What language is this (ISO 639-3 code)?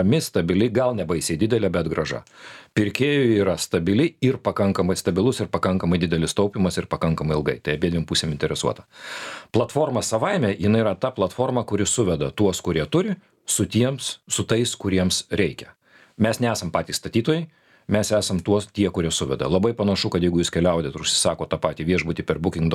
lit